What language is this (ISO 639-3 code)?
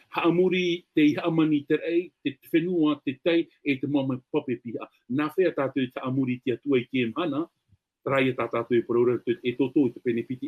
tah